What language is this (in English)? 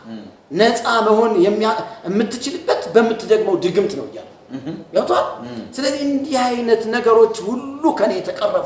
Amharic